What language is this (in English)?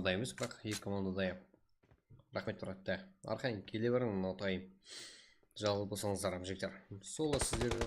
Kara-Kalpak